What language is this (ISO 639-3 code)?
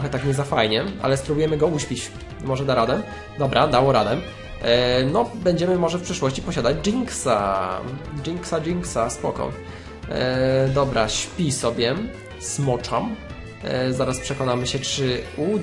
pol